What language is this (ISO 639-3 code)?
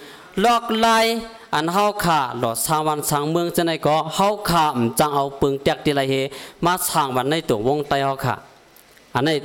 shn